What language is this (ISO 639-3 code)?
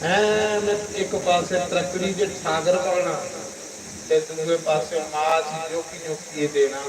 doi